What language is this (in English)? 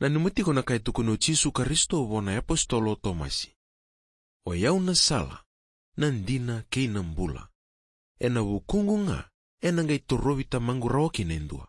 Fijian